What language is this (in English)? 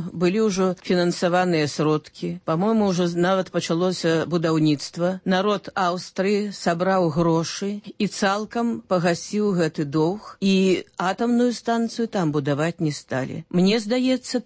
Belarusian